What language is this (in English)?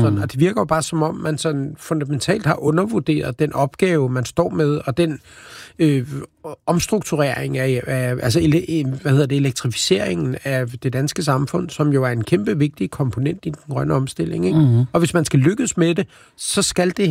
Danish